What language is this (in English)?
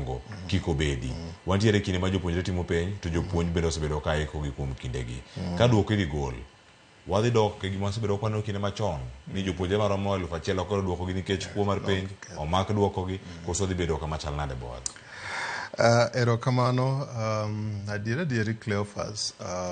Luo (Kenya and Tanzania)